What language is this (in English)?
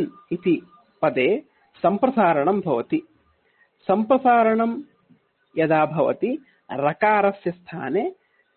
Sanskrit